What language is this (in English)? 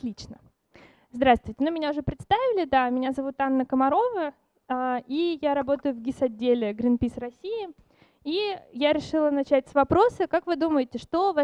Russian